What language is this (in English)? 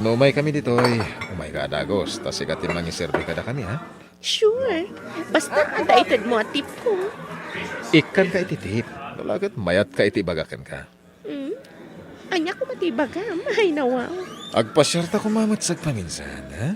Iloko